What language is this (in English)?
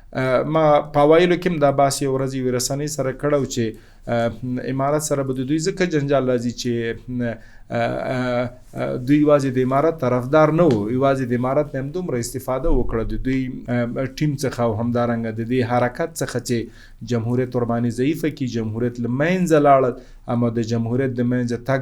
Pashto